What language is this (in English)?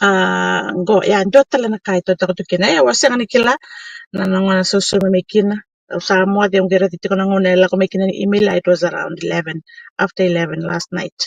Fijian